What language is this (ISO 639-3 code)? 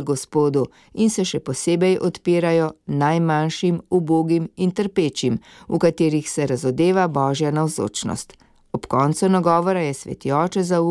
slv